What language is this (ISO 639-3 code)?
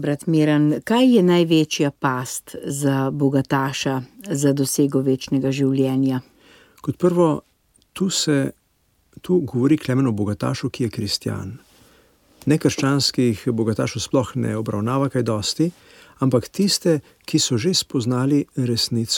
slv